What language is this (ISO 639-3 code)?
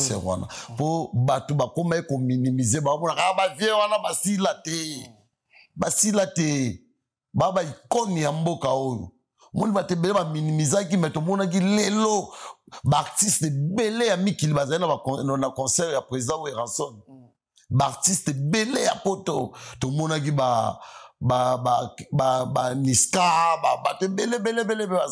lin